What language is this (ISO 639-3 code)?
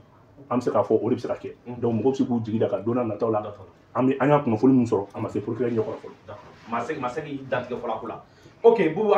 bam